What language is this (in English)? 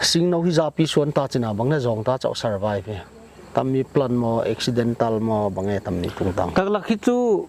Paite Chin